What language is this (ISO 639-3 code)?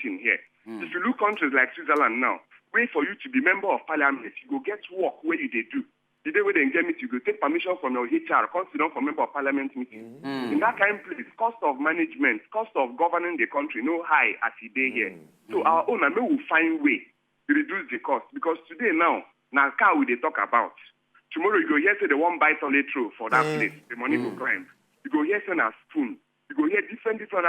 pcm